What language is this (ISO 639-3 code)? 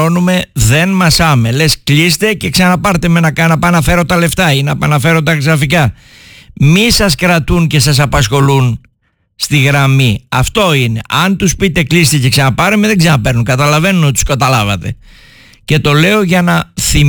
ell